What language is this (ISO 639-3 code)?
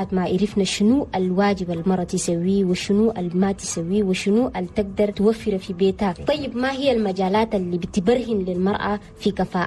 shu